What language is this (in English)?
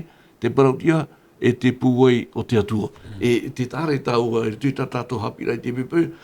Tahitian